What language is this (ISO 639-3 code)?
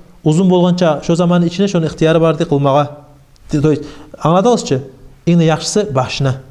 kum